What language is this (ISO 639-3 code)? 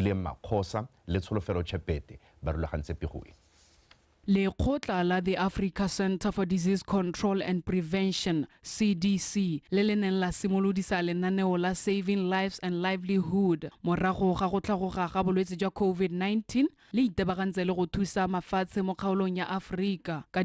tsn